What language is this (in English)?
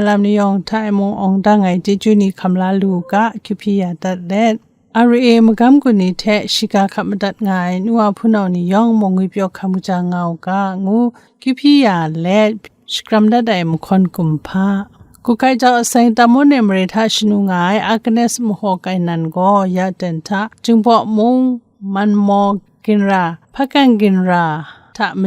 Kachin